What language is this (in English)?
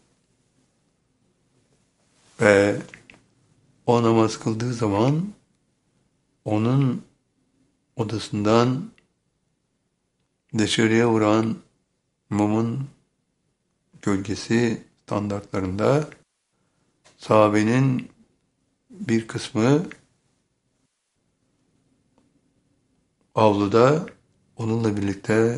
Turkish